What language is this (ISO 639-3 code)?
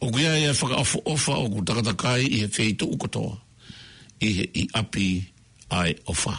ton